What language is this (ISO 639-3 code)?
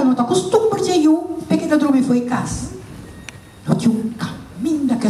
pap